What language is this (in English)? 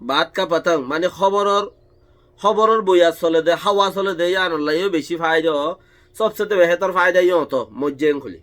Rohingya